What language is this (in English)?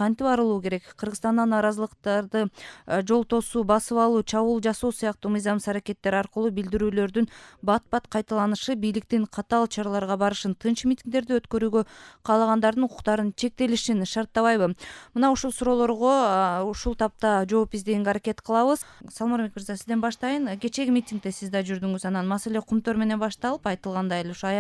Kyrgyz